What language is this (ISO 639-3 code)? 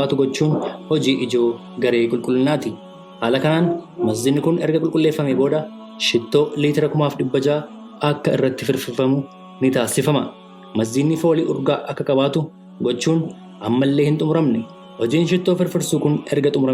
orm